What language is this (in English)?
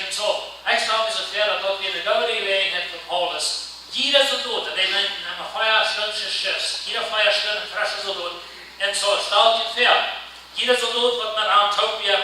Plautdietsch